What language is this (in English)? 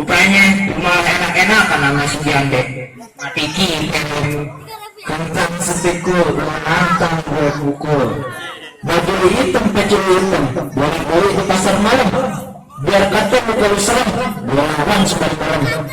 Betawi